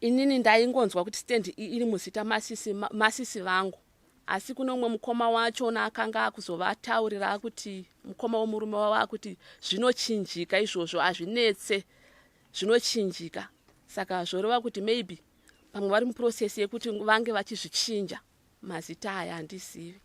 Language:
Shona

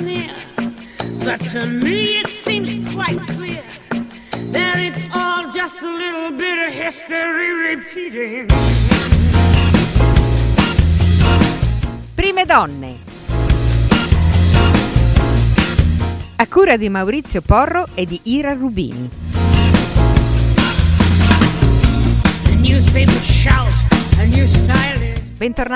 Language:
Italian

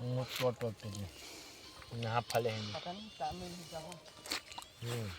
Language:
Chhattisgarhi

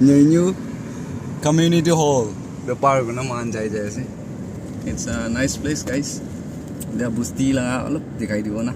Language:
Naga Pidgin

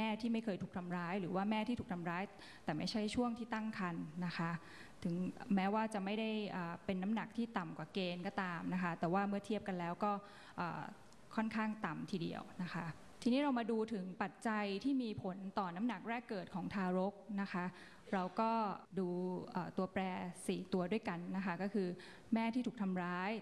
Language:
Thai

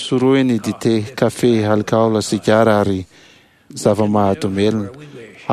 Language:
Malagasy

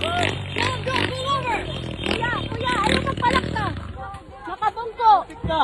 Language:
Waray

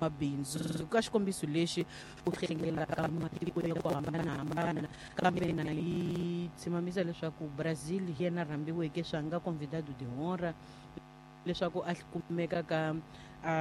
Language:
Tsonga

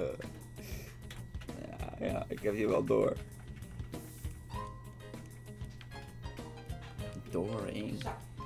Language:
Dutch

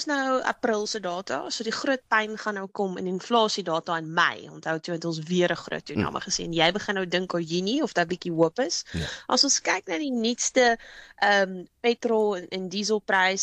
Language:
Afrikaans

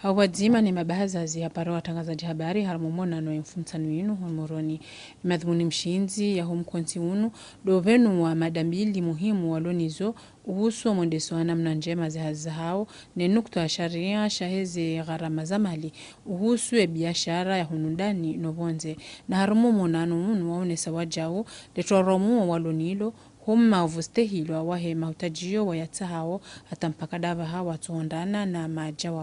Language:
Ngazidja Comorian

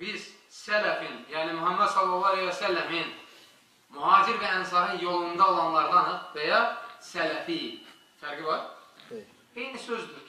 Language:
Azerbaijani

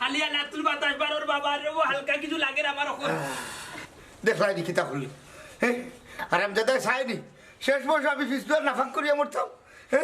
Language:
Sylheti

